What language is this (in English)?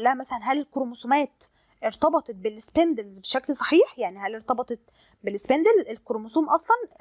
Egyptian Arabic